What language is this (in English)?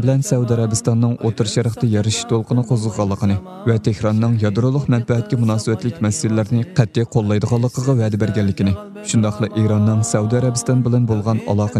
Uyghur